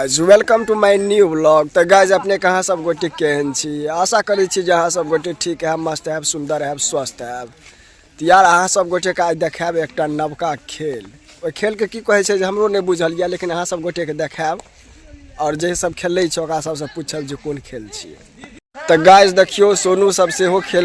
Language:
Maithili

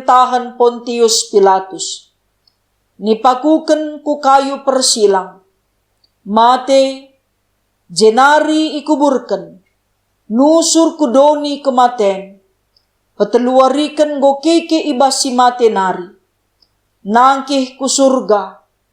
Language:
Batak Karo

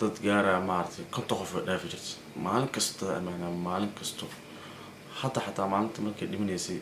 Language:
Somali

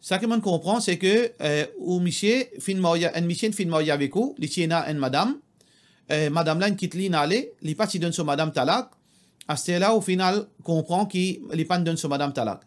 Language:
Morisyen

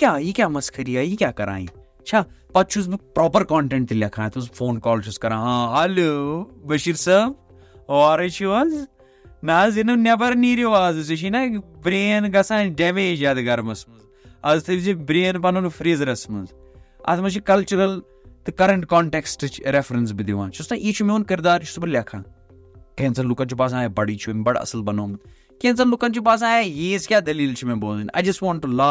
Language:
Kashmiri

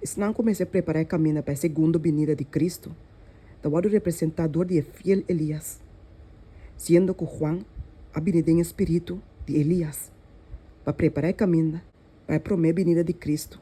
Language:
Papiamento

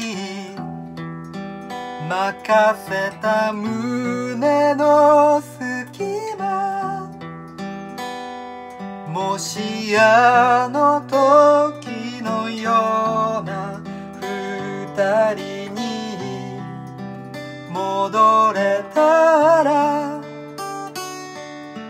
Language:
Japanese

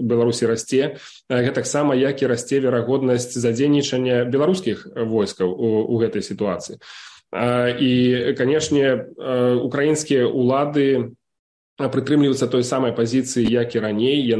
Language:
Belarusian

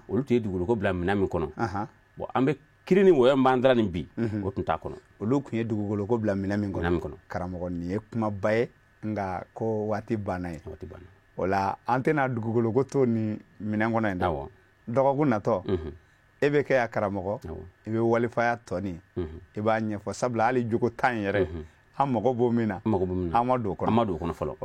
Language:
Bambara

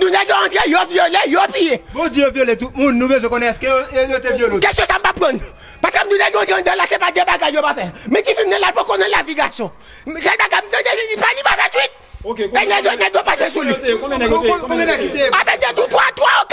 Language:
Haitian Creole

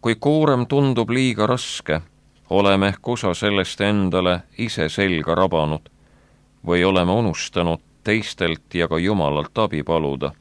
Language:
Estonian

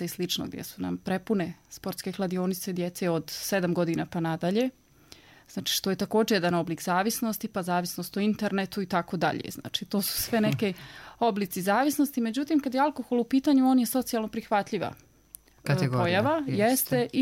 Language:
Bosnian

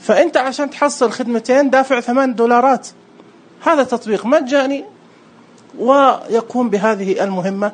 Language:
Najdi Arabic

